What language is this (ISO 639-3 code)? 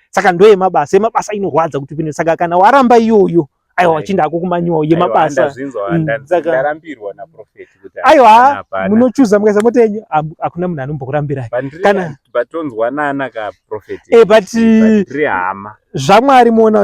sna